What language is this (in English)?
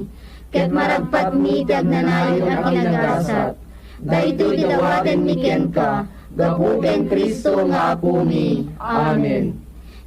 Iloko